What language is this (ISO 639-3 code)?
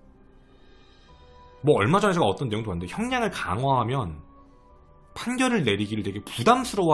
kor